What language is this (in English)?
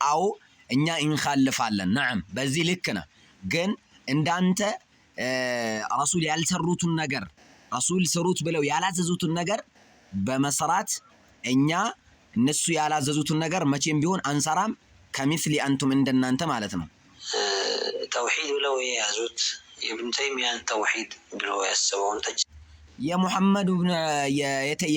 Amharic